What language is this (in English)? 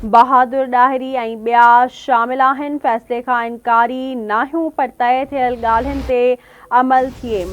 Sindhi